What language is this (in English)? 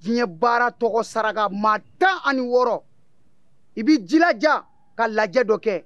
Bambara